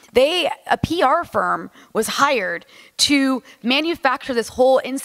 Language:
English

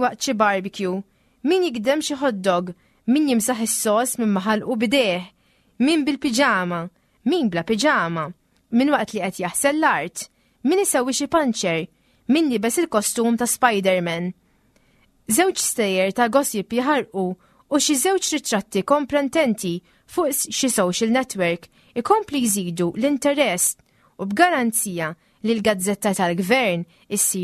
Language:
Maltese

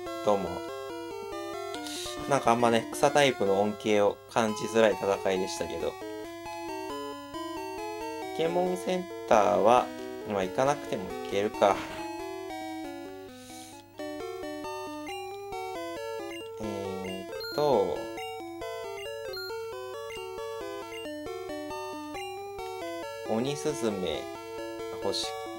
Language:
Japanese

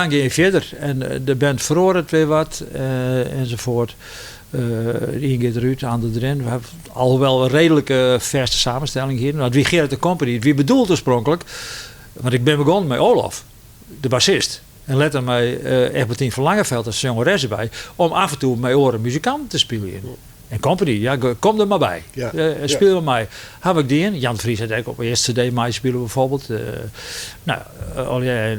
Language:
Western Frisian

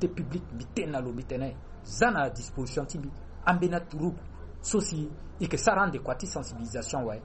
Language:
Sango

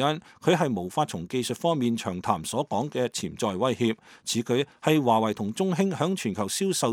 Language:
Cantonese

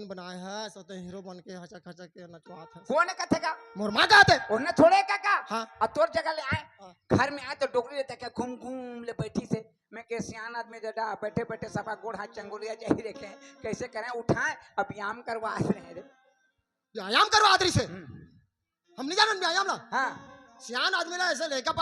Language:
Chhattisgarhi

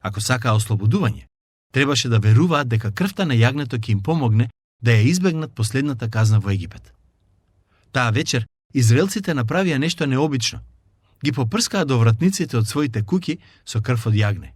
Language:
Macedonian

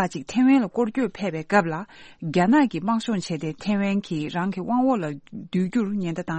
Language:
Tibetan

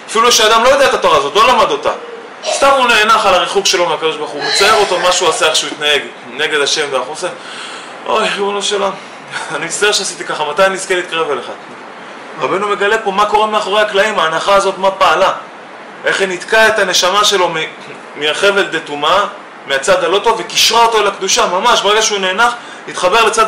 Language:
Hebrew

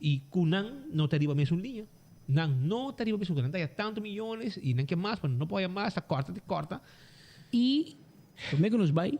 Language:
Papiamento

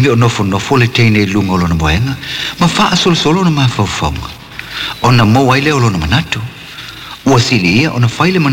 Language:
Samoan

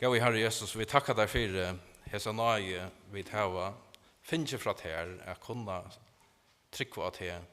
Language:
Faroese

